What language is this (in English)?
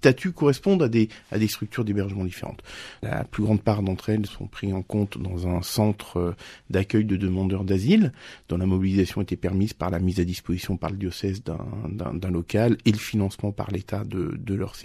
French